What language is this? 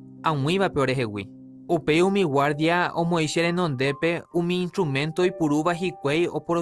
Guarani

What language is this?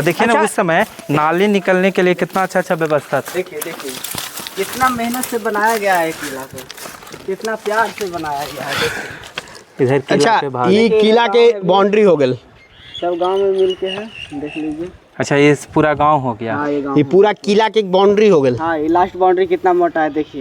Magahi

